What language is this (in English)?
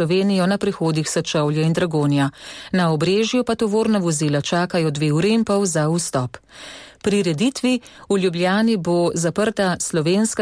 Slovenian